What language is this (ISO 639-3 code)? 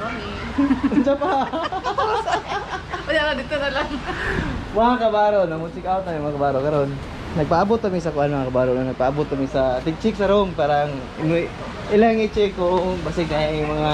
ceb